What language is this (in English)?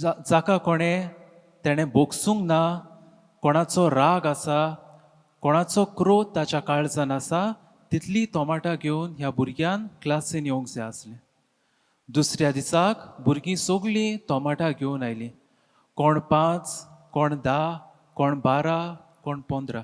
Konkani